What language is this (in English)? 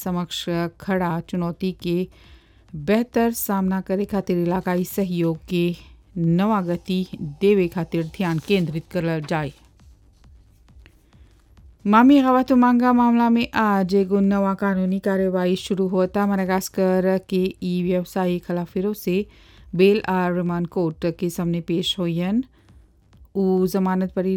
Bhojpuri